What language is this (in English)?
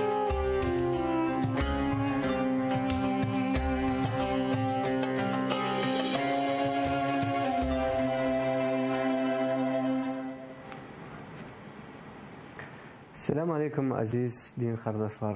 Crimean Tatar